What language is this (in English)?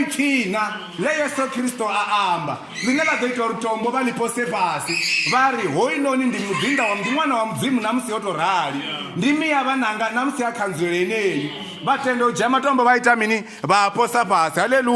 Venda